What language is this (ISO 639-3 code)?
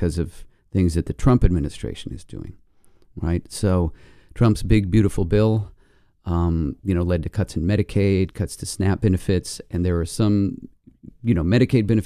eng